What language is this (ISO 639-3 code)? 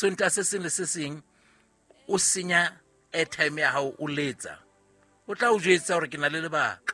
sot